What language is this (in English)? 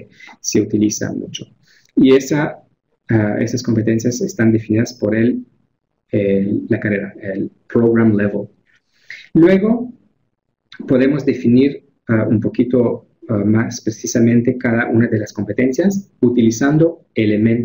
Spanish